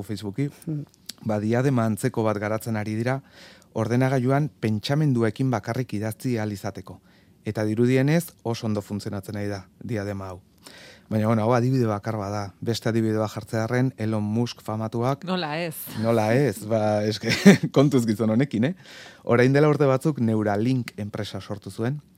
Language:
Basque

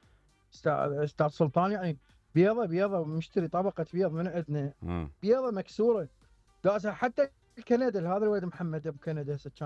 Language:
Mesopotamian Arabic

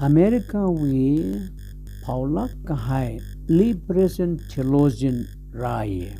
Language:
Tangkhul Naga (India)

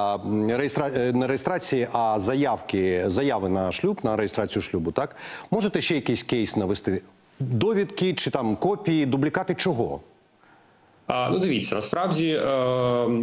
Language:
Ukrainian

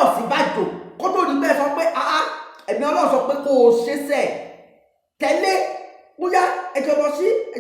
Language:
Yoruba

